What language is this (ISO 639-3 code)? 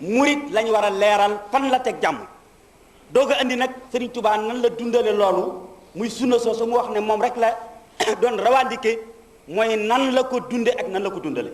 wol